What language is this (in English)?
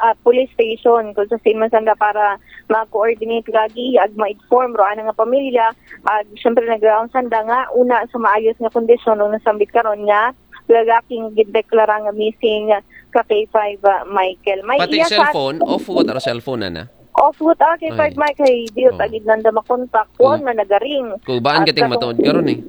Aklanon